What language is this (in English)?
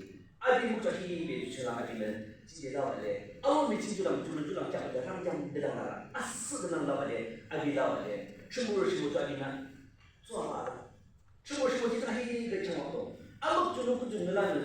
Yimchungru Naga